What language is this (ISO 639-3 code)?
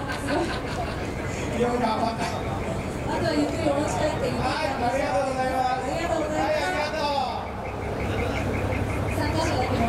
jpn